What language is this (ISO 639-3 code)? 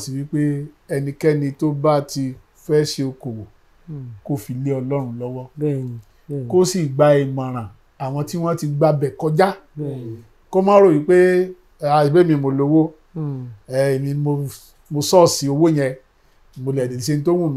yor